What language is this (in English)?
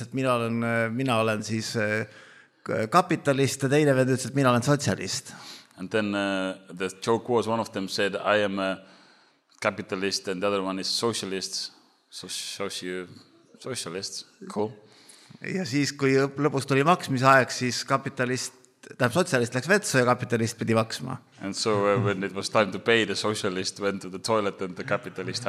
Estonian